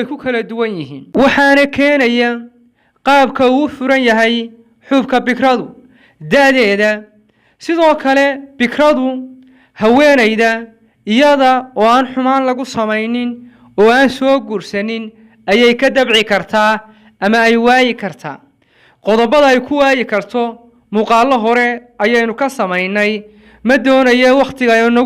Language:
Somali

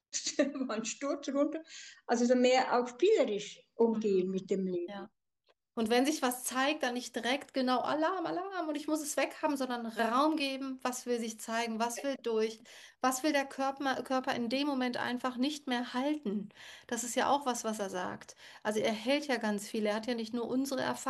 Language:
German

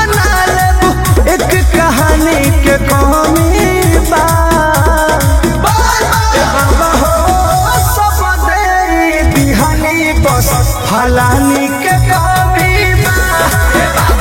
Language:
Bhojpuri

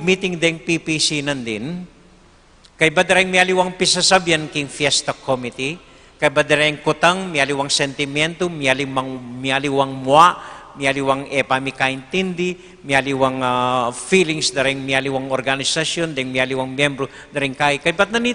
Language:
Pampanga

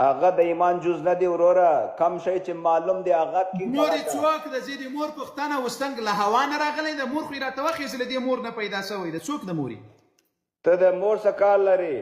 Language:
Pashto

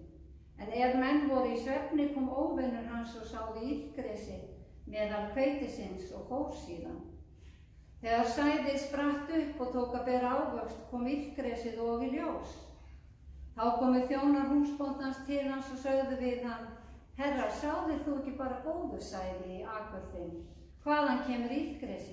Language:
Icelandic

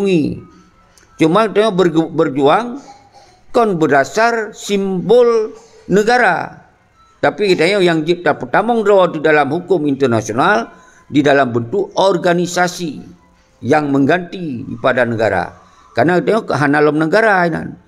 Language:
Achinese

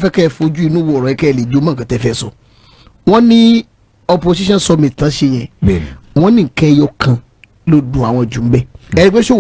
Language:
Yoruba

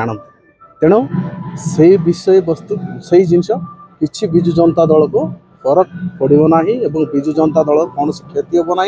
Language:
Odia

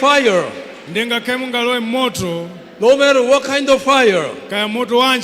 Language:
Nyanja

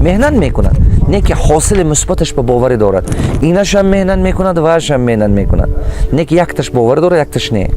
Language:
Tajik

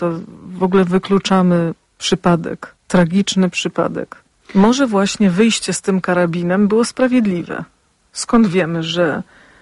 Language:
Polish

